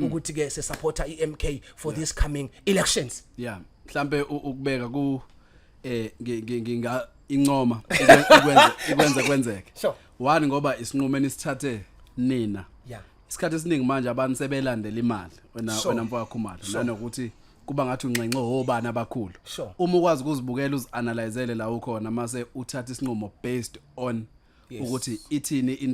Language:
Zulu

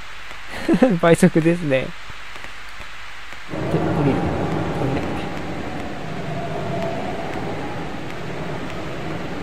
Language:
Japanese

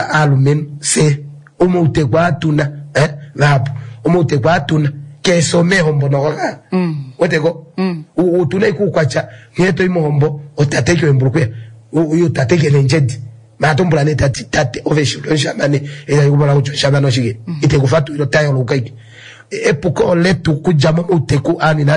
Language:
Kuanyama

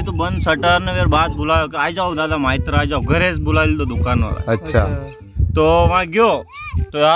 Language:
Rajasthani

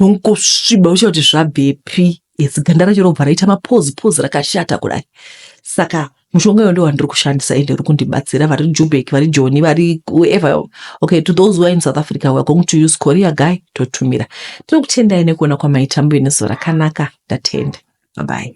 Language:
Shona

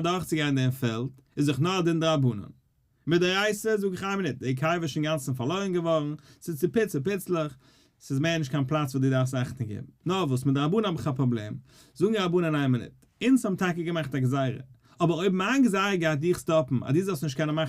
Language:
Yiddish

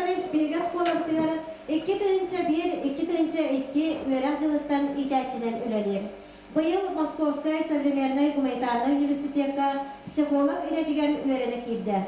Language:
Yakut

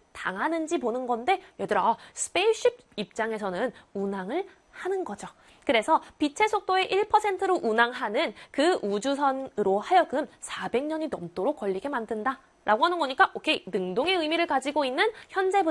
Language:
Korean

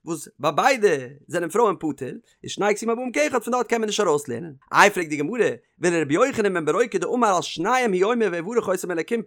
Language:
Yiddish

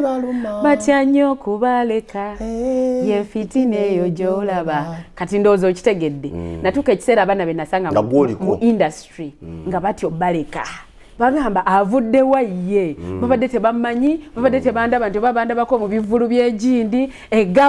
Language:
Ganda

